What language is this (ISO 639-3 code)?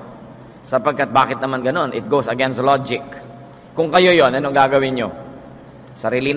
fil